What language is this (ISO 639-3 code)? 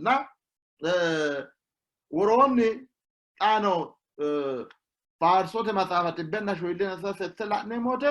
sid